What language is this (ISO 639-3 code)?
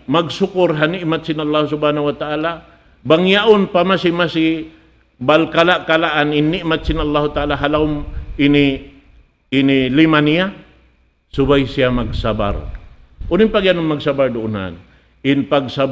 tsg